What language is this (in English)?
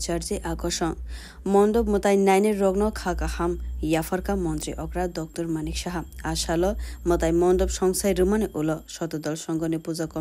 Kok Borok